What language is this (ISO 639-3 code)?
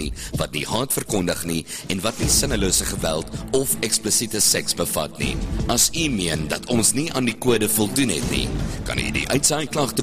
afr